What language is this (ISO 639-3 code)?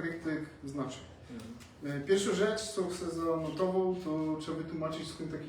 szl